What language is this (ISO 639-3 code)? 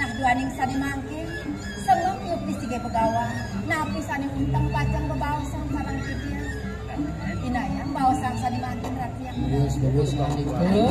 ban